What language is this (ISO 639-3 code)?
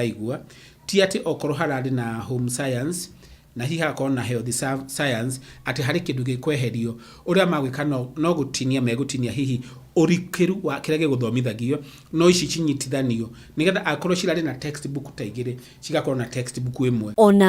kik